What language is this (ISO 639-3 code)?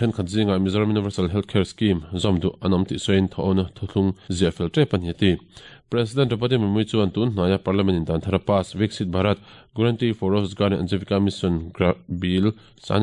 lus